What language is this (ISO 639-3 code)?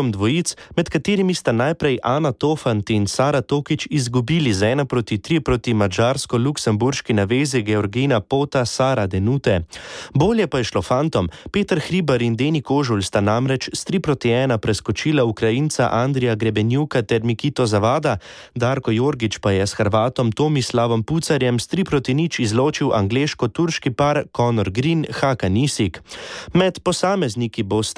slv